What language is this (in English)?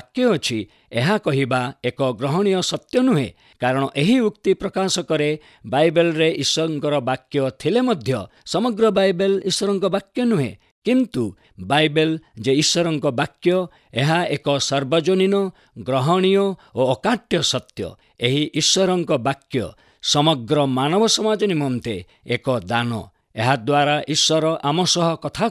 Odia